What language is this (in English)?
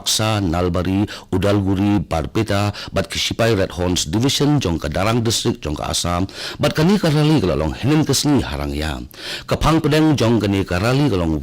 Khasi